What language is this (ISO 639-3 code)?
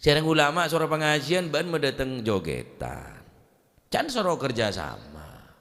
mad